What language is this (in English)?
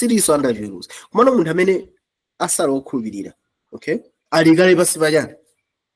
Nyanja